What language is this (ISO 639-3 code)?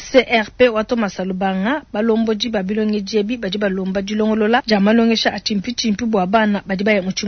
lua